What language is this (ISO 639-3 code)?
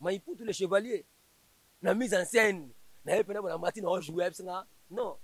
lin